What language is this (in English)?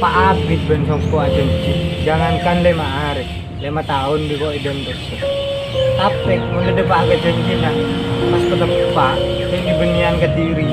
Madurese